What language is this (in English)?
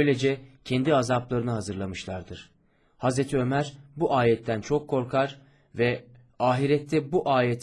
Turkish